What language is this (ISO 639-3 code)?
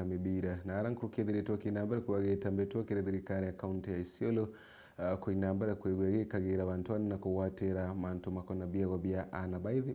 mer